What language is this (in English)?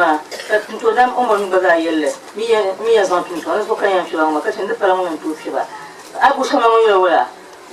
Dagbani